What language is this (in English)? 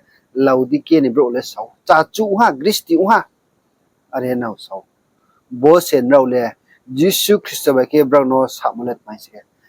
Riang (India)